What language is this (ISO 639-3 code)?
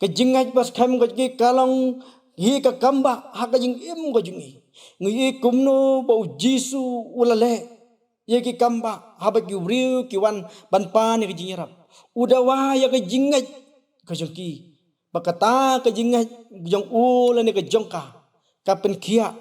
kha